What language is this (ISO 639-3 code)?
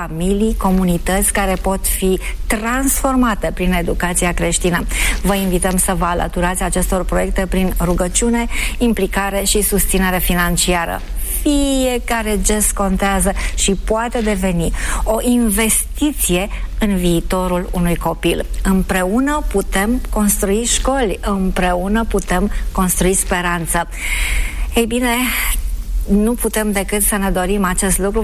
ron